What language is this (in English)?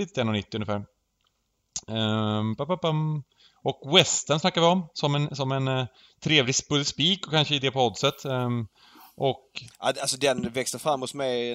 Swedish